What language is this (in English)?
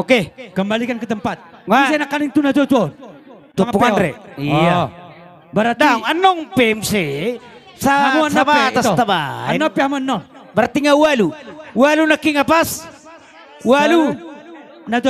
Batak Toba